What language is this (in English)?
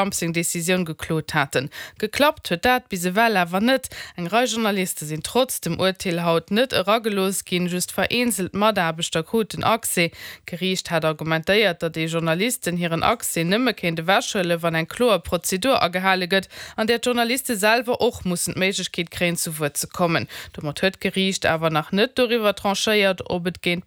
Luxembourgish